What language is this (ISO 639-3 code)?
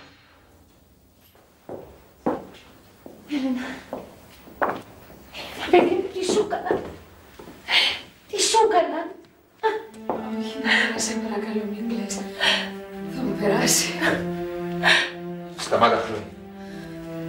ell